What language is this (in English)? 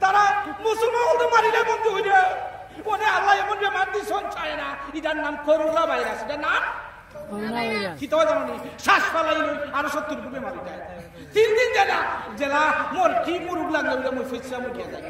Sylheti